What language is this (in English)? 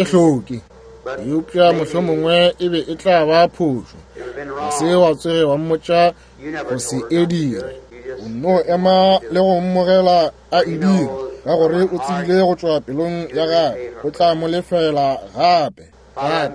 Northern Sotho